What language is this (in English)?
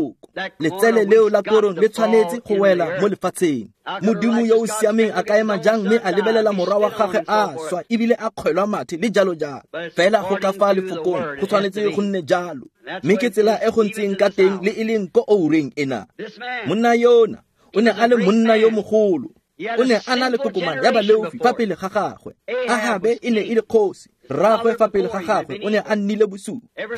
Tswana